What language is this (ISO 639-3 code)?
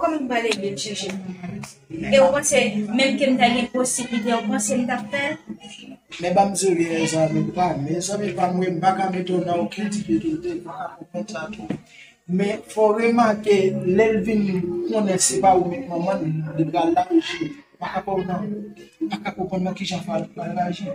hat